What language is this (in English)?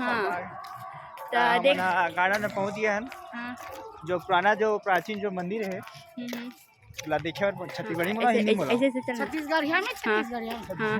Chhattisgarhi